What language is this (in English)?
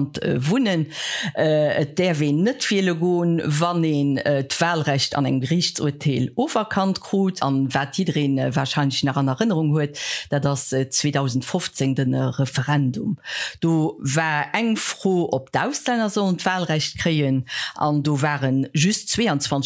Luxembourgish